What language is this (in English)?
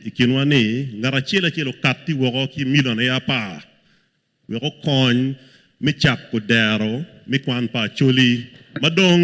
Acoli